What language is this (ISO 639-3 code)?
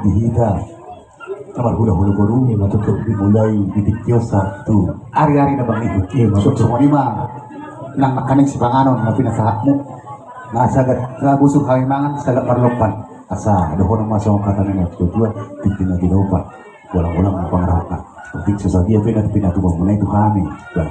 bbc